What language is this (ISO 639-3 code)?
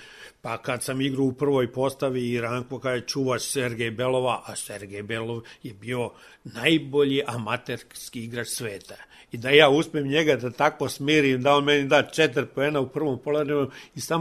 srp